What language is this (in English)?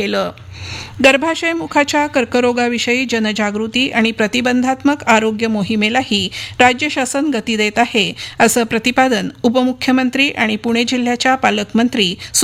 Marathi